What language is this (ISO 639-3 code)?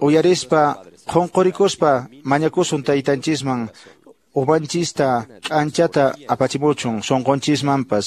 que